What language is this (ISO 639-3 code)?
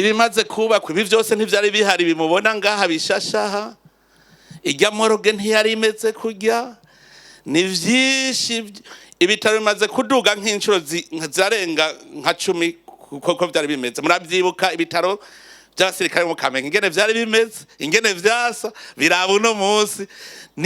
run